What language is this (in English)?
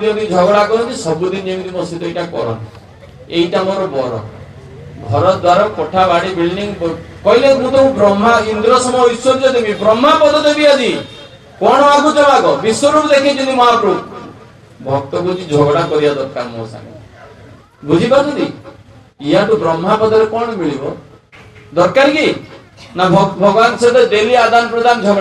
Odia